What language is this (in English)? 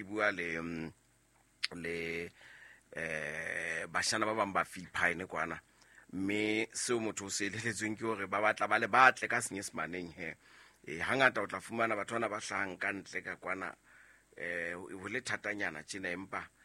Southern Sotho